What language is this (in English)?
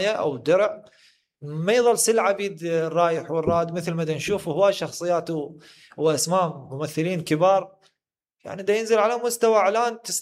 Mesopotamian Arabic